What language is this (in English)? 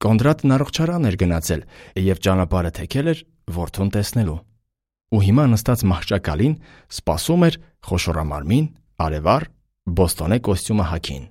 Armenian